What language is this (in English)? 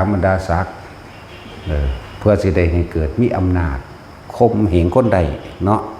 Northeastern Thai